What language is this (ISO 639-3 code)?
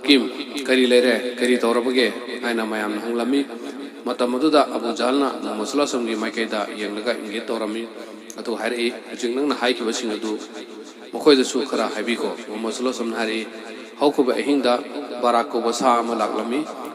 mni